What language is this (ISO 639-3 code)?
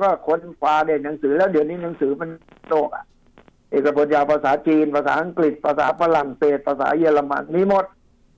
tha